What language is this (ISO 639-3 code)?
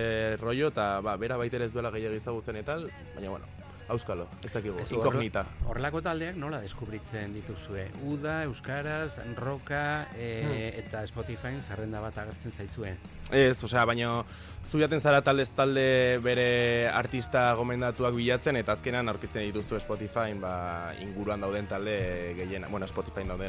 eus